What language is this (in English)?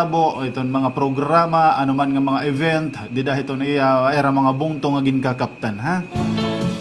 Waray